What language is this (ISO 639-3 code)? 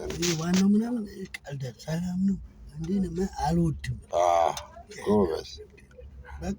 amh